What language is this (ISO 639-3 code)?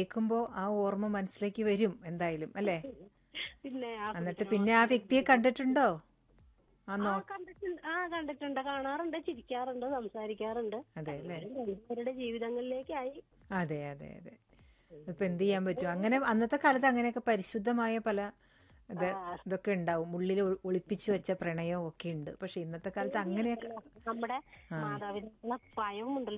mal